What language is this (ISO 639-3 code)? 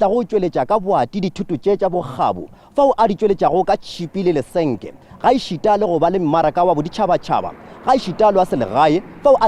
nso